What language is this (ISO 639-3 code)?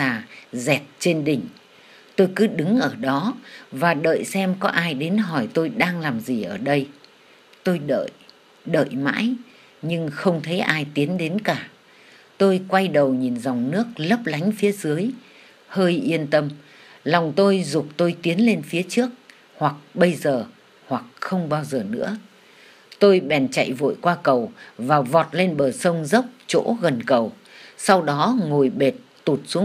vie